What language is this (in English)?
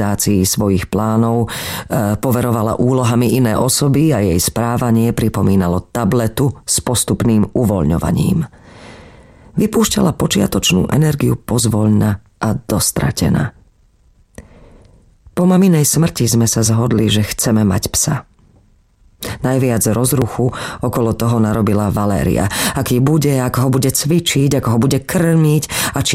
Slovak